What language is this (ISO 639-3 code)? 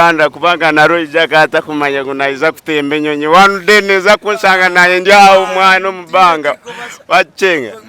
nyn